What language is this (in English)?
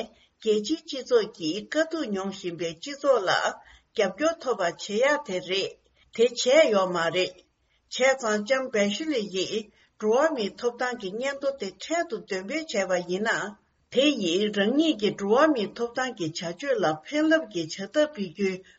Tibetan